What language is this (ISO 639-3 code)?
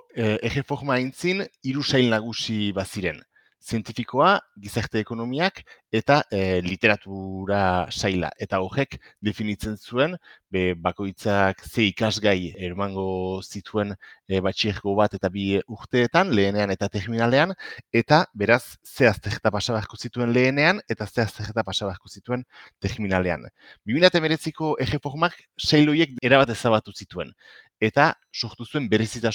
eus